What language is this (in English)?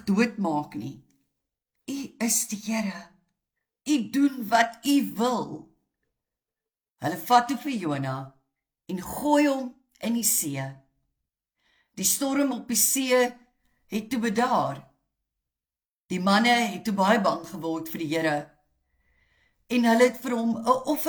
Afrikaans